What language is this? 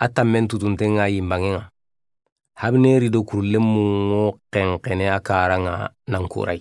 Soninke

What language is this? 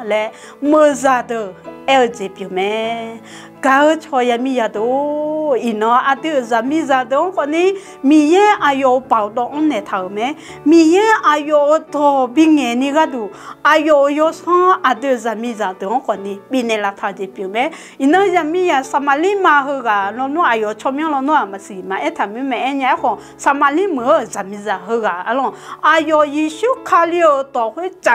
Akha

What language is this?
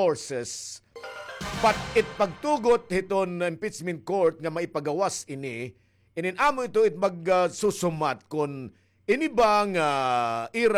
Waray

